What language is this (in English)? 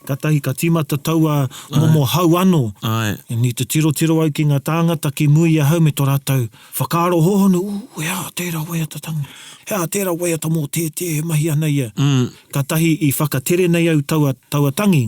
Māori